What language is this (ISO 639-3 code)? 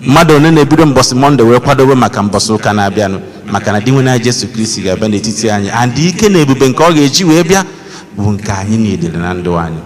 ibo